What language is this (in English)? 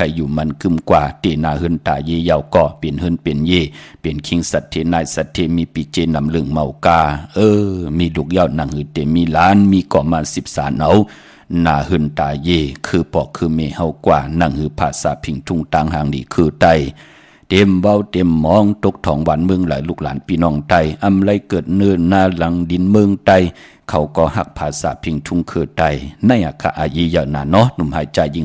Shan